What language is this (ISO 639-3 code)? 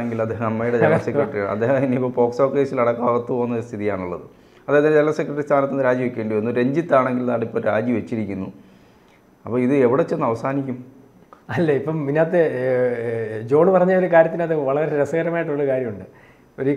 mal